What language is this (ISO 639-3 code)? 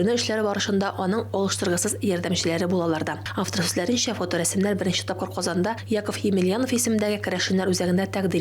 tat